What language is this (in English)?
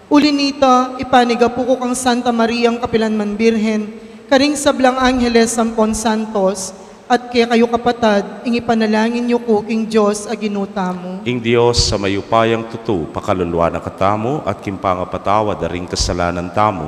Pampanga